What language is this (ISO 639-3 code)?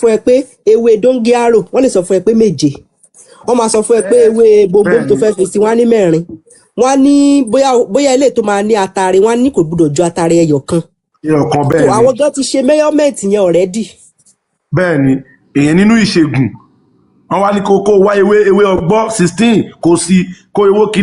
yor